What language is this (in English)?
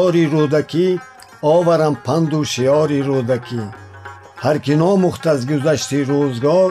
Tajik